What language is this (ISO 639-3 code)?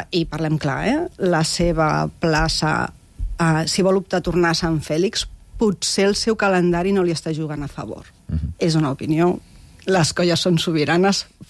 cat